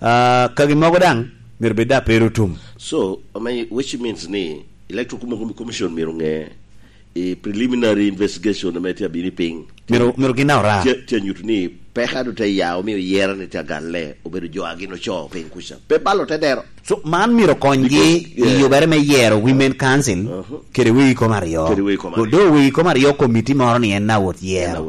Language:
Lango (Uganda)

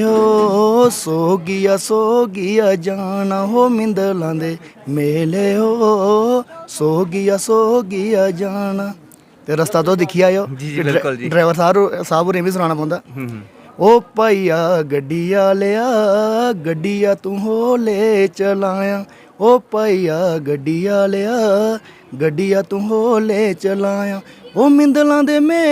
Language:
Dogri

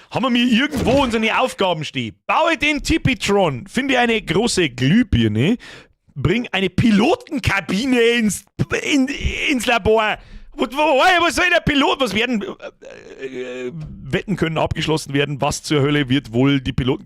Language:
Bavarian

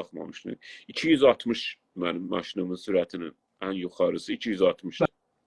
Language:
South Azerbaijani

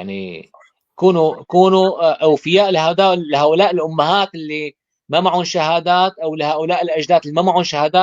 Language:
North Levantine Arabic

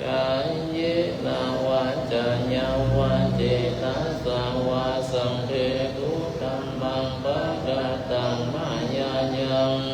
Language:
Pali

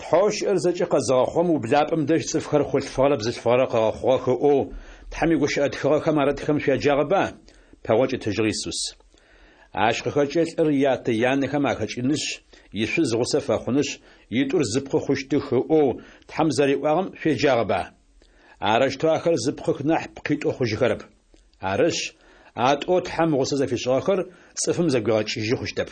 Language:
Adyghe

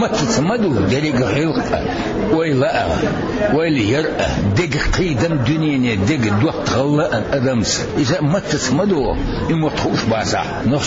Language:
Chechen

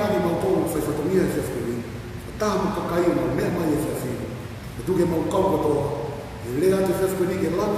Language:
Tongan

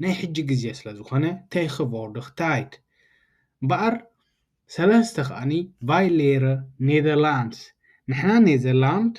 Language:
Tigrinya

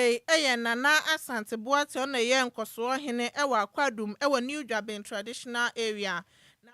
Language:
Akan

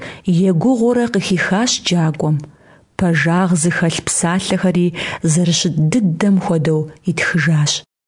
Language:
Kabardian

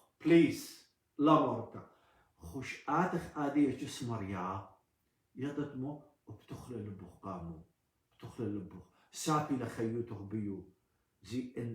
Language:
Assyrian Neo-Aramaic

